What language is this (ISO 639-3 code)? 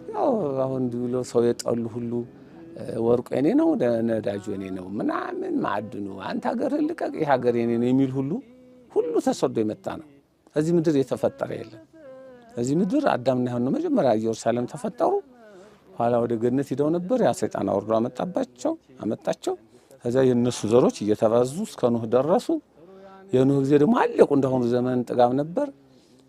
amh